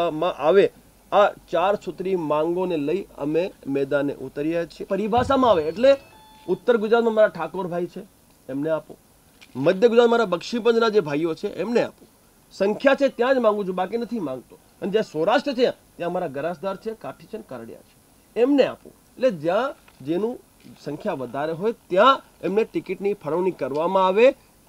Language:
Gujarati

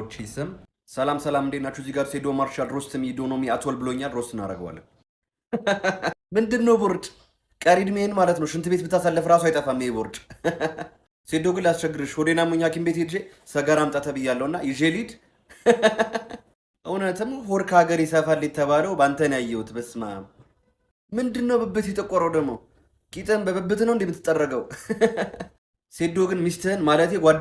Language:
Amharic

